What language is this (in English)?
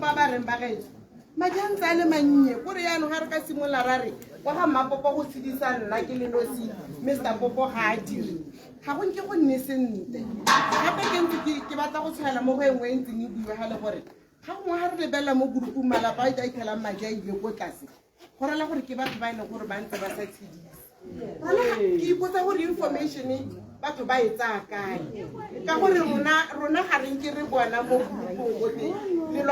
Tswana